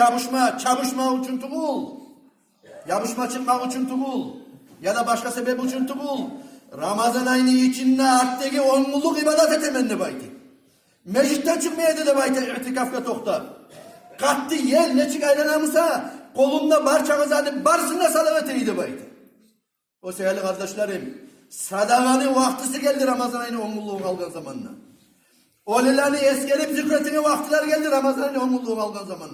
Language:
Kumyk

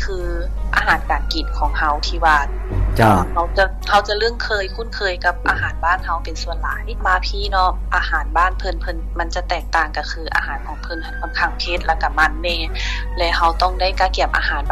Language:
Lao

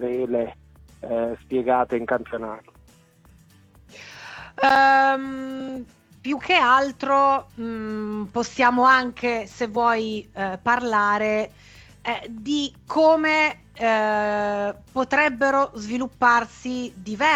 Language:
Italian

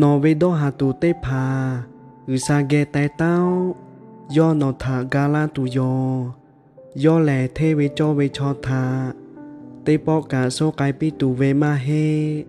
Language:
Lahu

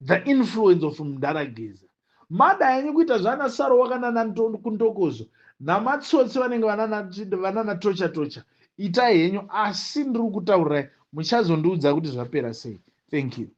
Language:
Shona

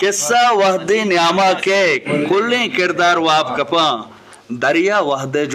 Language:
Eastern Balochi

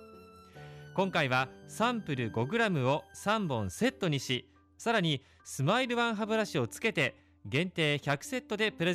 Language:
Japanese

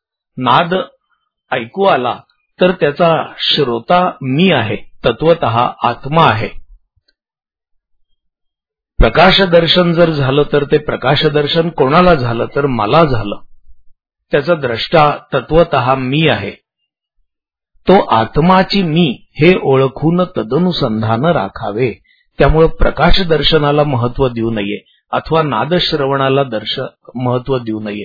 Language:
Marathi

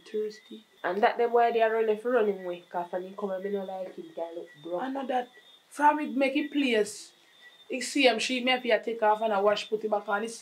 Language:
Jamaican Creole English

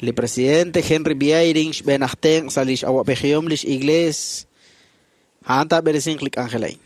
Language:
Kekchí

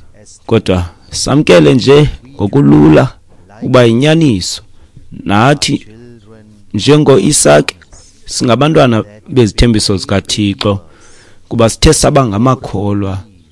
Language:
Xhosa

